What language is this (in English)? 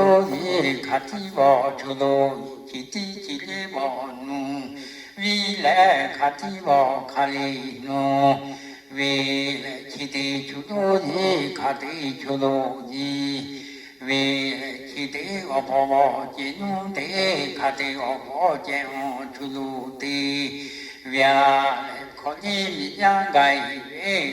Lahu